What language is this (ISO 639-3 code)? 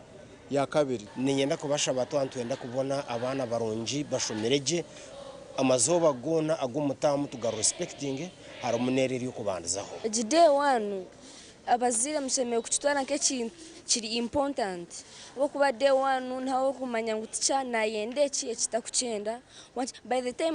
nyn